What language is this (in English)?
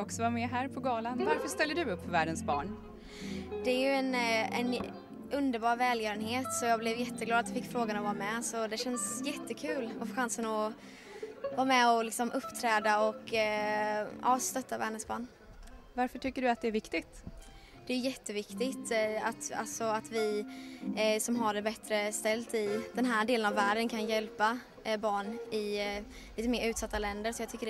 Swedish